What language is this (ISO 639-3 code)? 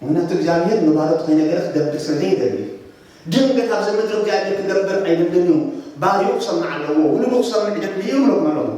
tir